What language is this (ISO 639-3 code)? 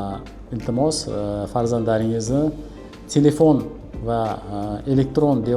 uzb